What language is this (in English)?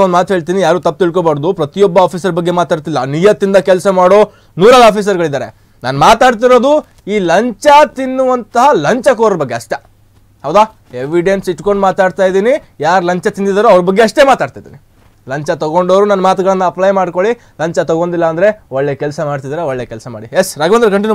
Kannada